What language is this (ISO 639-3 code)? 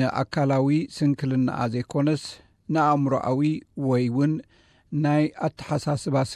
tir